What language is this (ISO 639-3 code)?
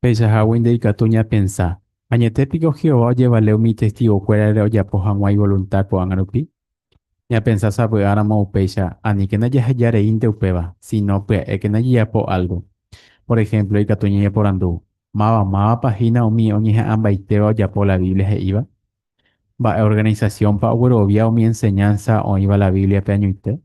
grn